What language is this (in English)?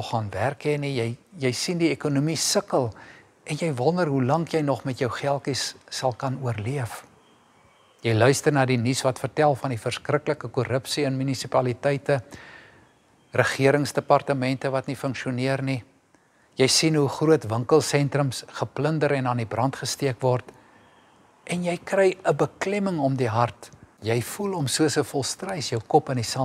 Afrikaans